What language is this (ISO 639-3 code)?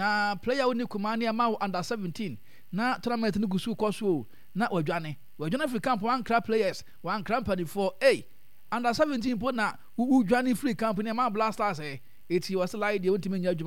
aka